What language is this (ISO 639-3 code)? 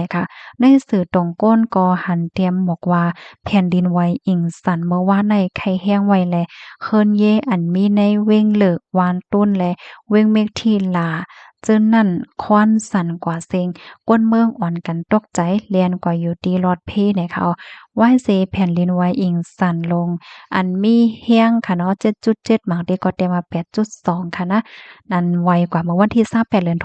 shn